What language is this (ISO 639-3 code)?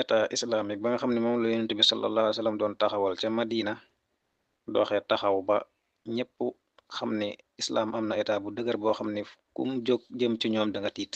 wol